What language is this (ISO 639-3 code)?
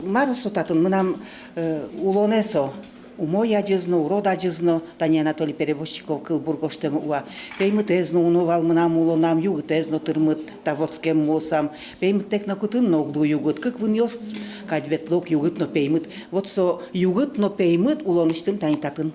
udm